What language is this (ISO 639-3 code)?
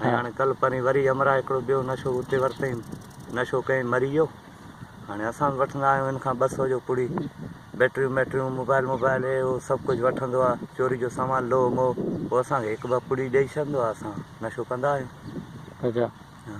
snd